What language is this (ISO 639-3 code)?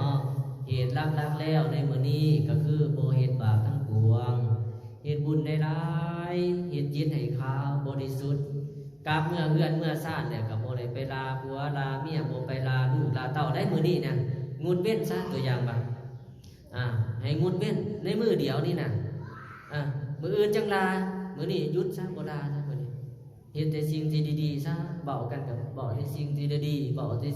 lao